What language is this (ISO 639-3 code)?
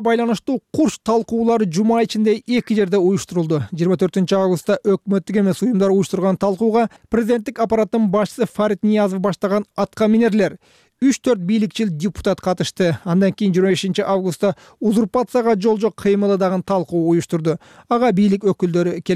kir